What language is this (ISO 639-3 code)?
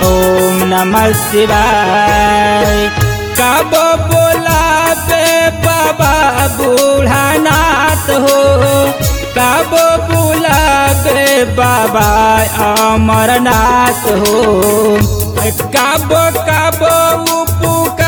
bho